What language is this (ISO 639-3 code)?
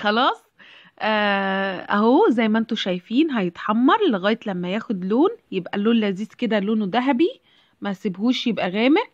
arz